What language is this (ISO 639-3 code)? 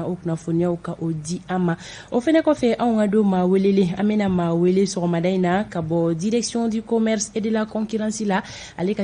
bam